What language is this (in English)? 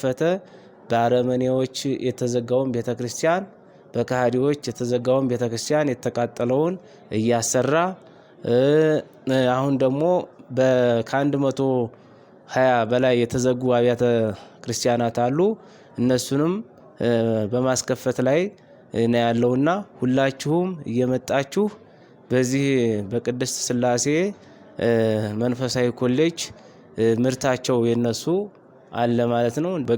Amharic